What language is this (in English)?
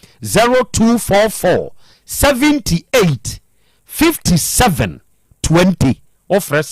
Akan